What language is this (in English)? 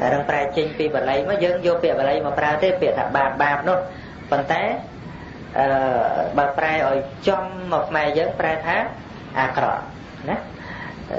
Khmer